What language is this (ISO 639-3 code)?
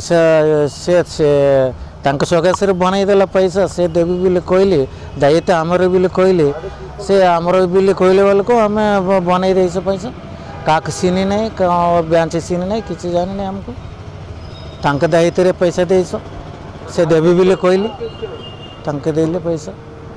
ori